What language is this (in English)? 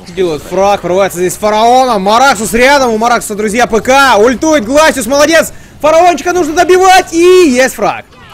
Russian